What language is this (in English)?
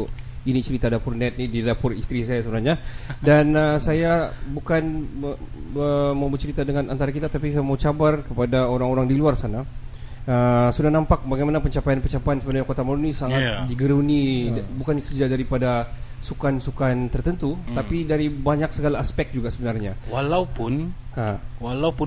Malay